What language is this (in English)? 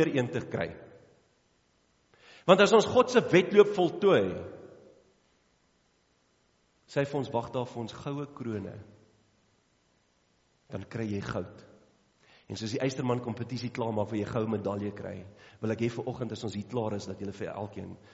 Afrikaans